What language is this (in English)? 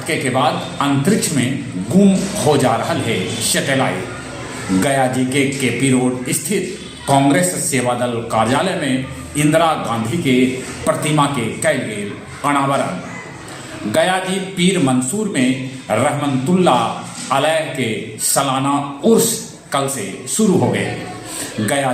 Magahi